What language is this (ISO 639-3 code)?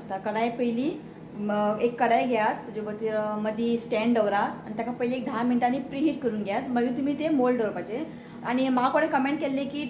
kok